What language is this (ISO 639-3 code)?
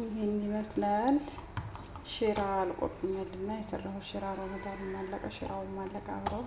amh